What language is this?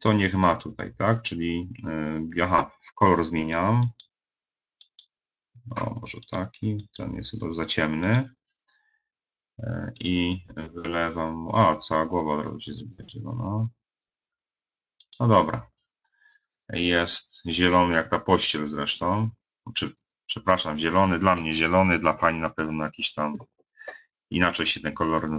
Polish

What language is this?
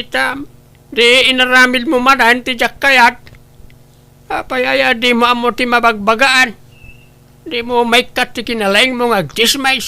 Iloko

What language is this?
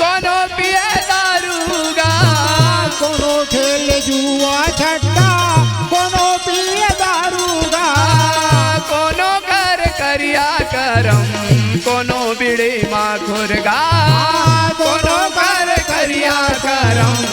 Chhattisgarhi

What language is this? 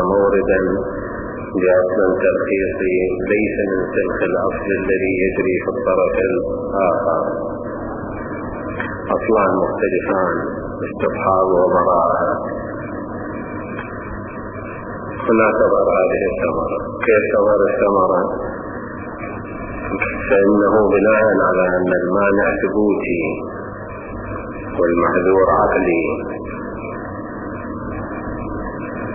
Arabic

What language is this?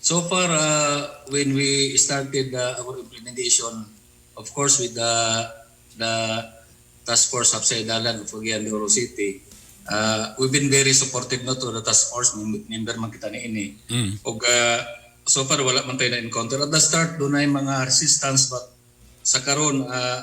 Cebuano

